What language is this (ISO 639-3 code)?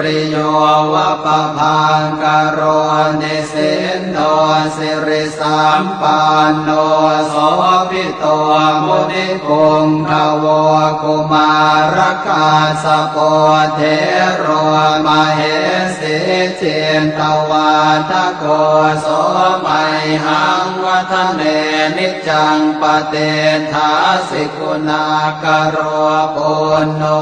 pli